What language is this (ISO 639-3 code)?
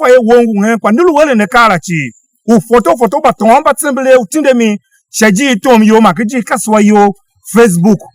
tiv